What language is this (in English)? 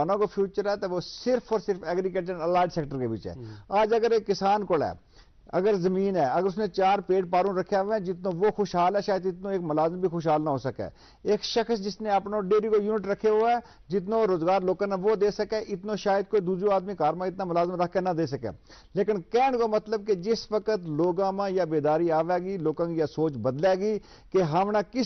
Gujari